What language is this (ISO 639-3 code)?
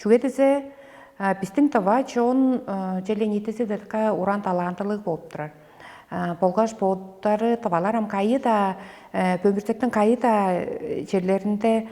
tyv